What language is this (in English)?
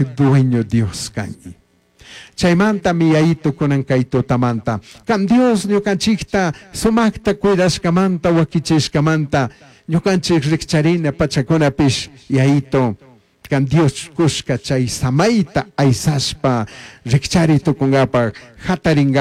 Chimborazo Highland Quichua